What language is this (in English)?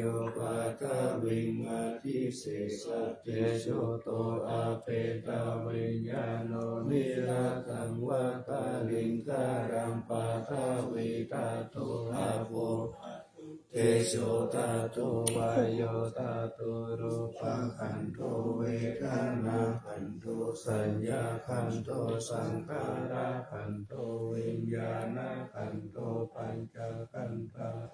Pali